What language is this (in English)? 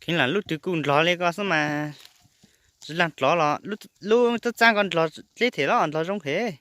Hmong